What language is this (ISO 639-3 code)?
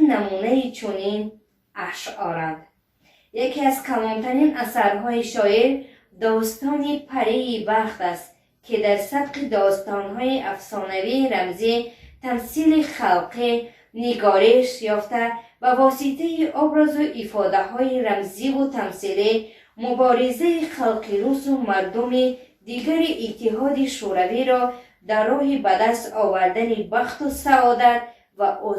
tgk